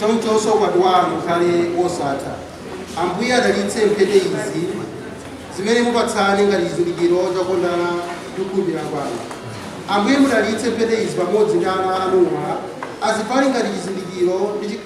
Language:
Nyanja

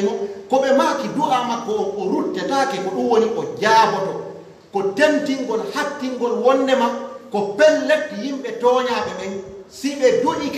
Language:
Pular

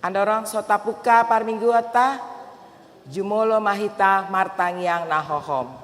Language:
Batak Toba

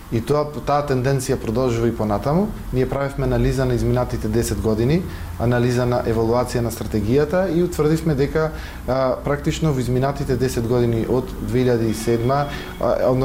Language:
Macedonian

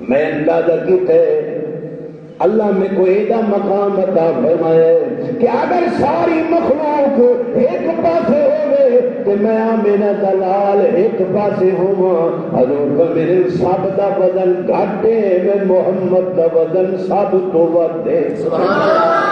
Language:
Saraiki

